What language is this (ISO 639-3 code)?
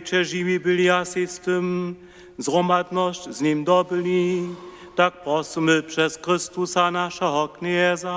hsb